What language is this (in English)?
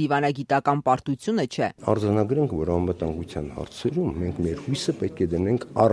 Armenian